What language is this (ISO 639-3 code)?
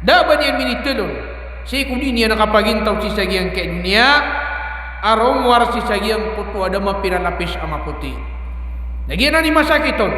mrw